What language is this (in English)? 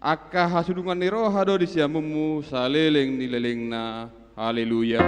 Batak Toba